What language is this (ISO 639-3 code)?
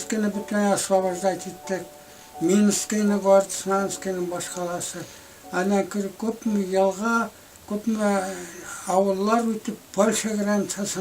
bak